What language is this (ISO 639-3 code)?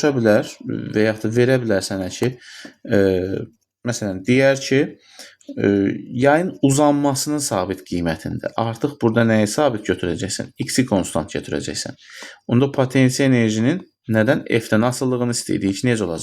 aze